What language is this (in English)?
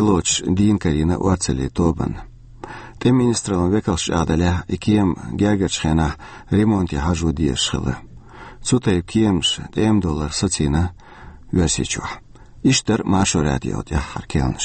Chechen